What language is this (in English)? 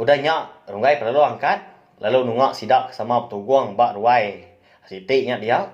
Iban